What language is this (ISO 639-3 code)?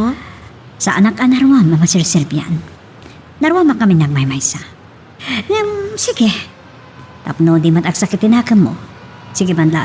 ilo